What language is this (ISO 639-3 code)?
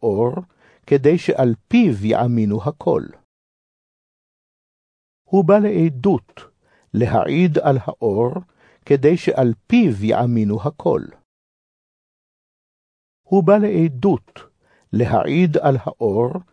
heb